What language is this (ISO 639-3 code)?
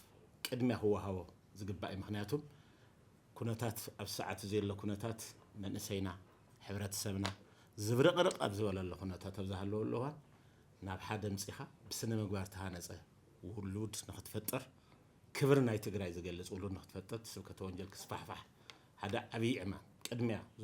tir